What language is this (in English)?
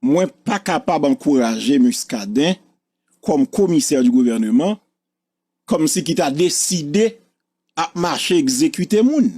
Haitian Creole